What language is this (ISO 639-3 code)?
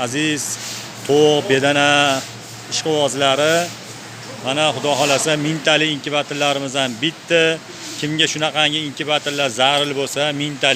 uzb